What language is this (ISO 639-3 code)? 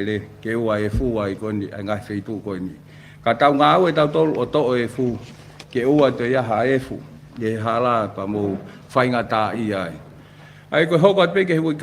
ton